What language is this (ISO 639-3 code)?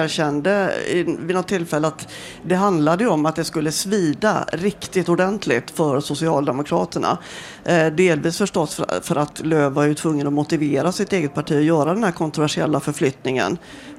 swe